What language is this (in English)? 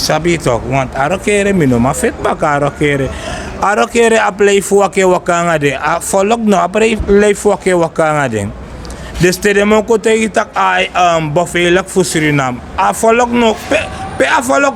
Sranan Tongo